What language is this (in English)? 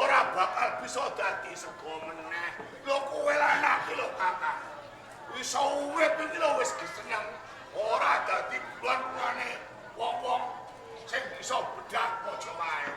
Javanese